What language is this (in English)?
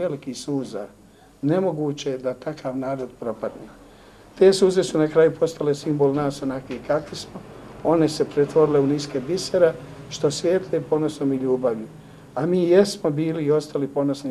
Bosnian